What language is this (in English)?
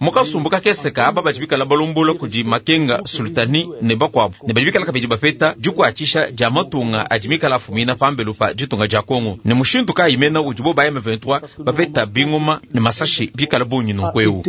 Luba-Lulua